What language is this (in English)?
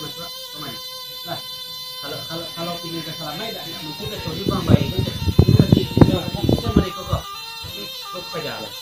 Minangkabau